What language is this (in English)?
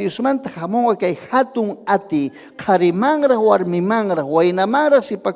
Ayacucho Quechua